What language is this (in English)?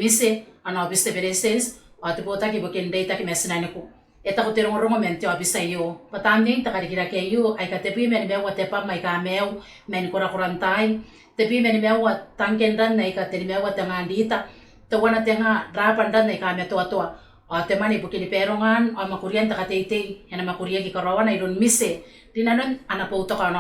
Gilbertese